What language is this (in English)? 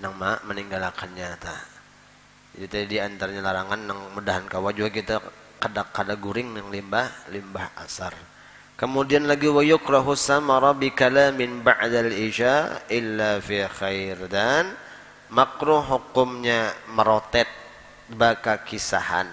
Banjar